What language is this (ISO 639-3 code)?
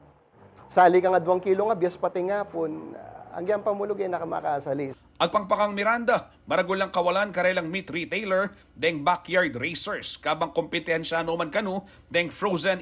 pam